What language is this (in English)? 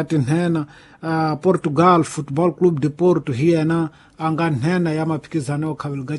Tsonga